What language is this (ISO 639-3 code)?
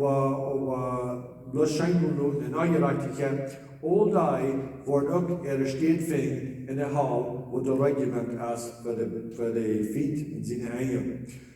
pdt